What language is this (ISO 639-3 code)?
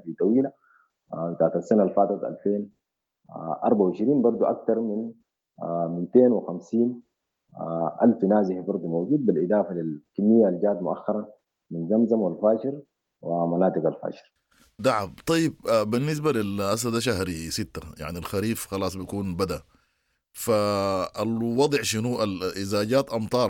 apd